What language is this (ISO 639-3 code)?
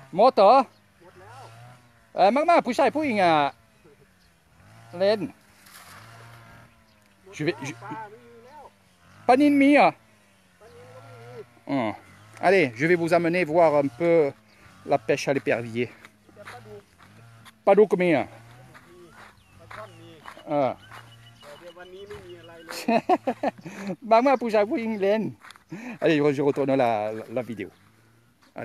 fra